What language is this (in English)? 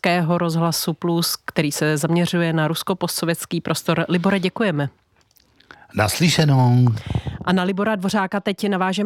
Czech